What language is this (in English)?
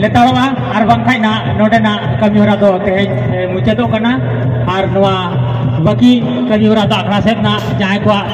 Santali